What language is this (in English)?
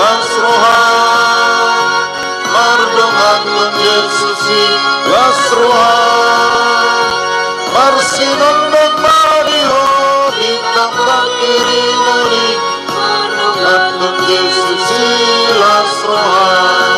Batak Toba